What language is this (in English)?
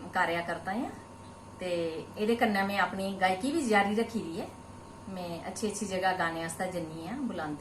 Dogri